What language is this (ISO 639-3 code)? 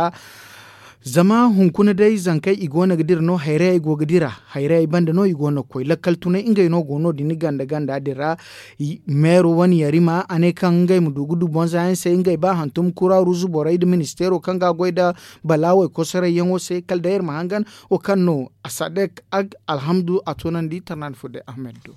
dje